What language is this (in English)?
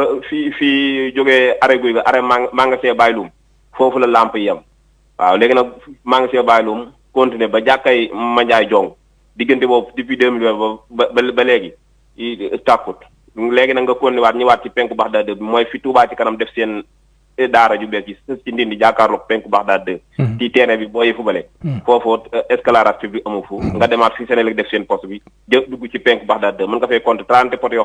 Wolof